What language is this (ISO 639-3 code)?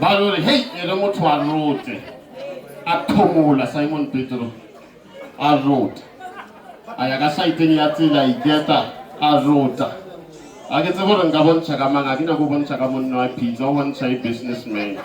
nso